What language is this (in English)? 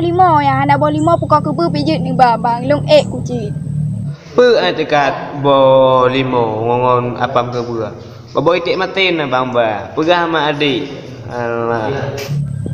Achinese